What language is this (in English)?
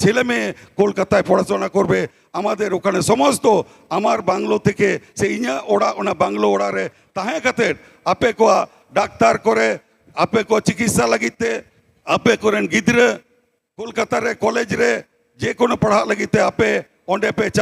Santali